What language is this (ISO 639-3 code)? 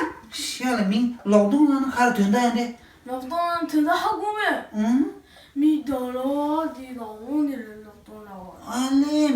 bod